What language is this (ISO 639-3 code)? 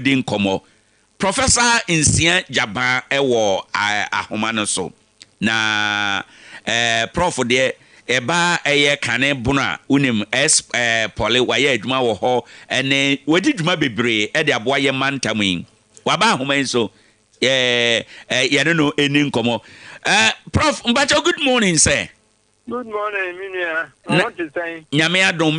aka